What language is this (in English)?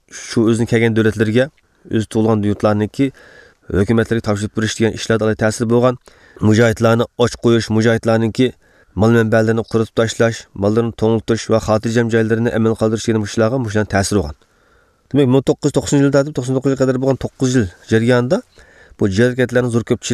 Uyghur